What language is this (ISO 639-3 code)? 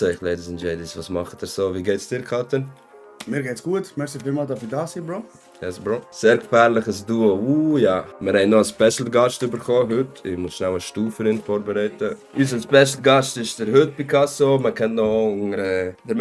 gsw